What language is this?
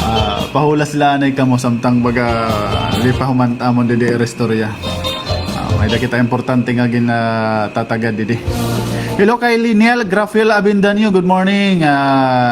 Waray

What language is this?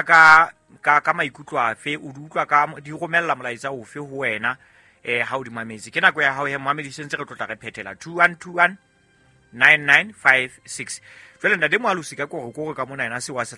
Southern Sotho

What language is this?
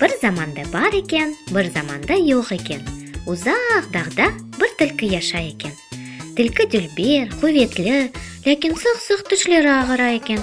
Crimean Tatar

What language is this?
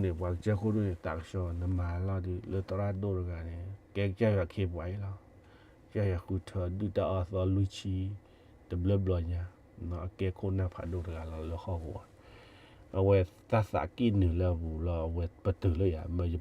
S'gaw Karen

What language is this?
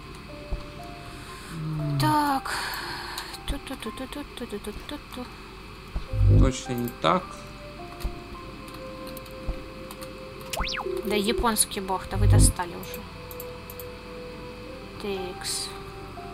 Russian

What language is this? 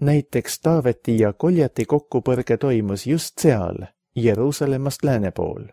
Estonian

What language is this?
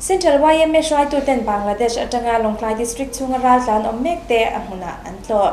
Mizo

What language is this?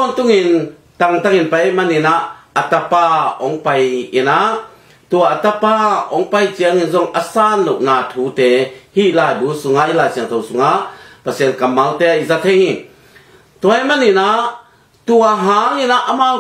Tedim Chin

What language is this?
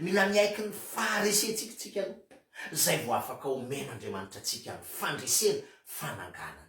Malagasy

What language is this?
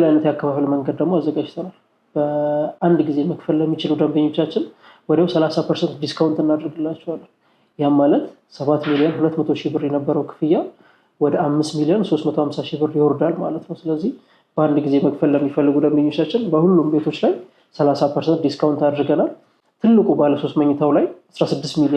Amharic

